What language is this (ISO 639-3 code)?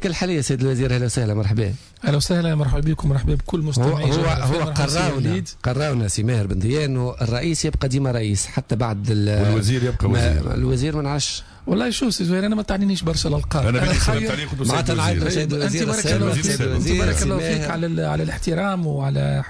aeb